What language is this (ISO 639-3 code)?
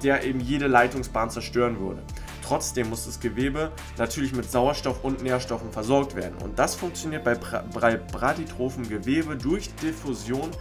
deu